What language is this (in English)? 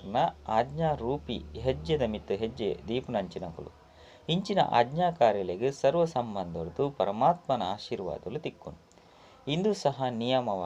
Tulu